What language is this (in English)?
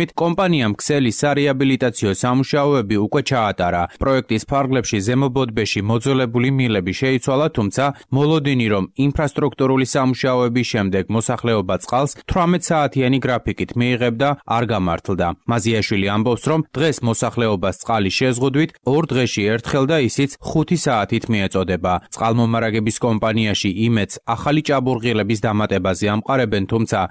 Georgian